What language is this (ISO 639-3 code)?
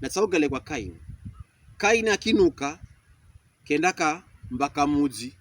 pkb